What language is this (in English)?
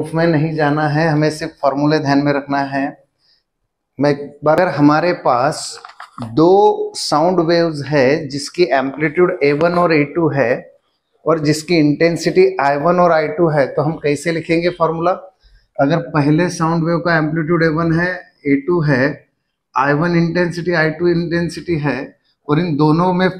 Hindi